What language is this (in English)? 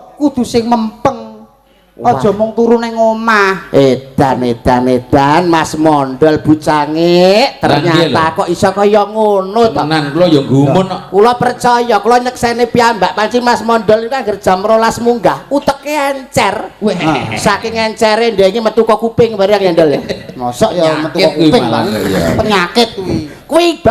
Javanese